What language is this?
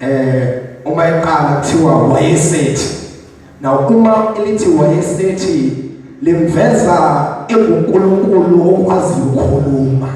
Zulu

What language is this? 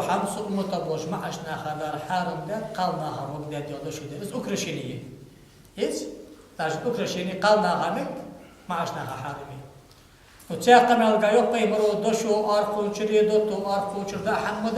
Ingush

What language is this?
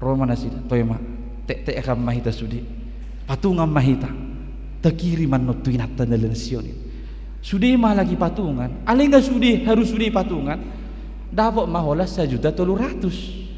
Batak Toba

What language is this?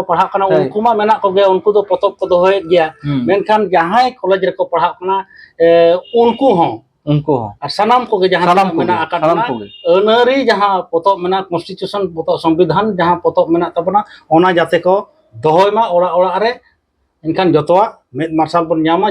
Santali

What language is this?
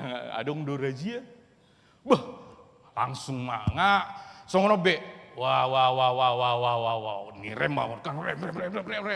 Batak Toba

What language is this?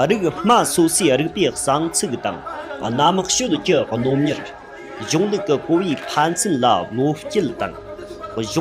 Tibetan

